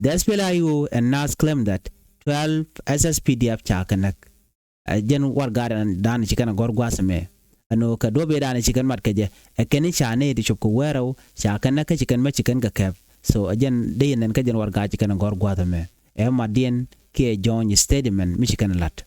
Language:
Nuer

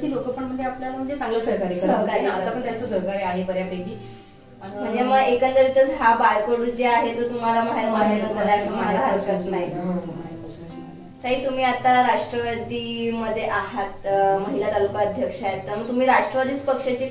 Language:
Marathi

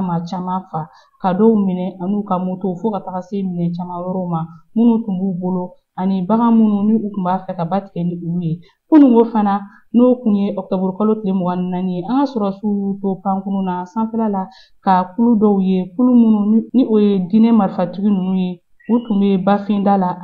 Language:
Bambara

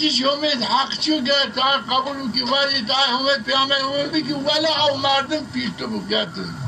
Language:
Zaza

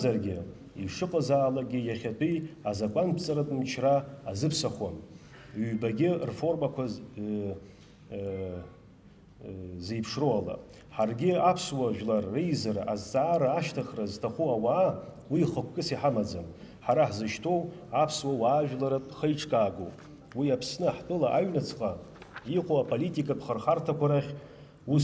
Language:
Abkhazian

